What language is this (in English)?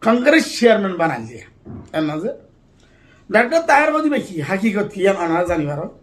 Rohingya